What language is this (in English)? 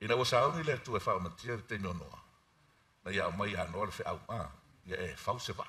Samoan